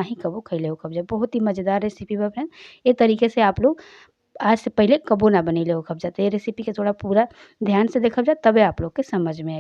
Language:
Bhojpuri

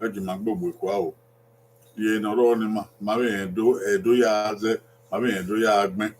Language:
Bini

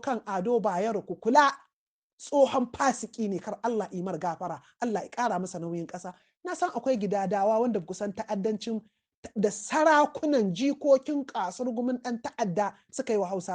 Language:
Hausa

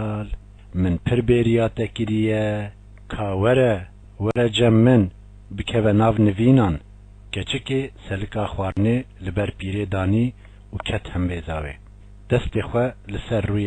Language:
Kurdish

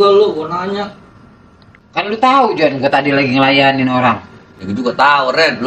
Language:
Betawi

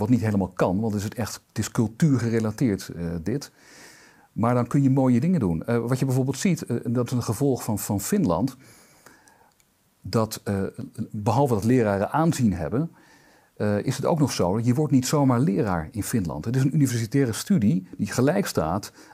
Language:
Dutch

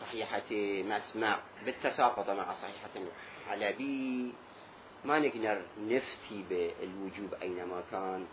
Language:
Mesopotamian Arabic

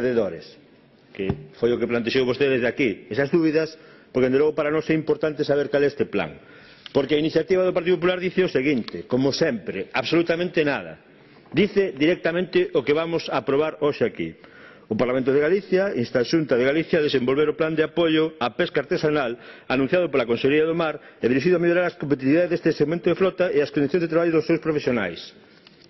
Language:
Galician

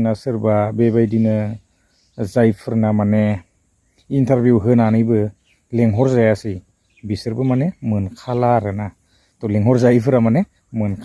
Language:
Bodo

